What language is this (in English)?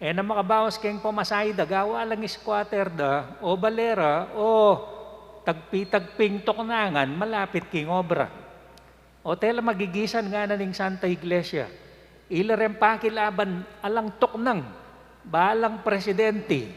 Pampanga